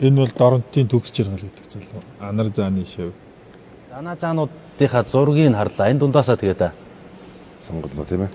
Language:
Mongolian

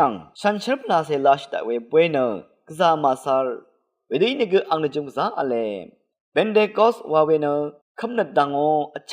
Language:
Rawang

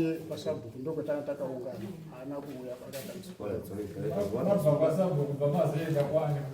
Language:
Shona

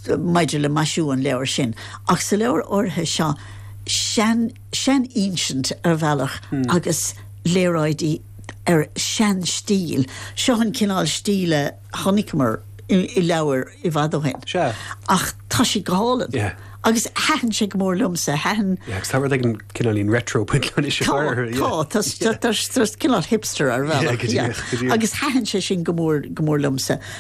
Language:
Irish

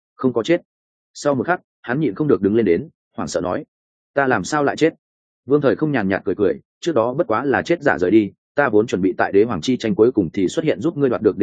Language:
Vietnamese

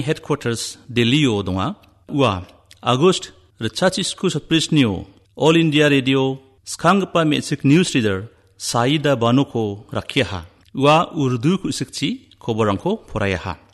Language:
Garo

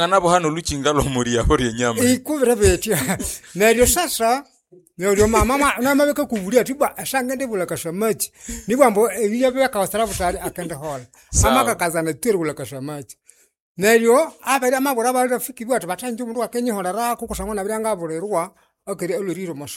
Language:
Nande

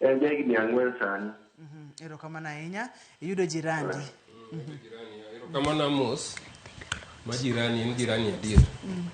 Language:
Luo (Kenya and Tanzania)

